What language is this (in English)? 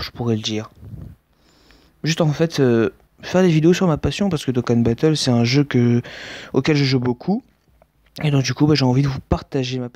French